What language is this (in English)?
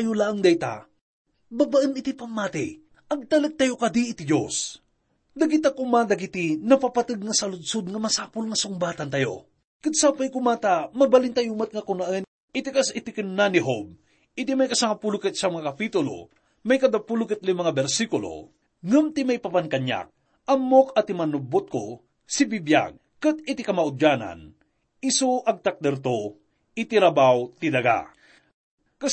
Iloko